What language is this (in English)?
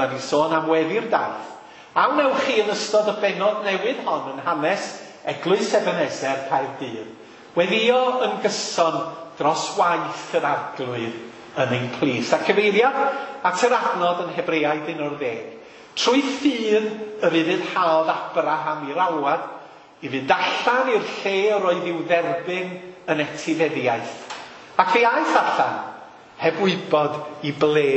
Welsh